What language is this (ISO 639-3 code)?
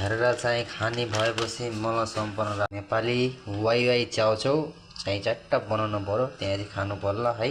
nep